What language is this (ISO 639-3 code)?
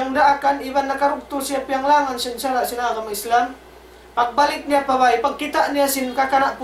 tsg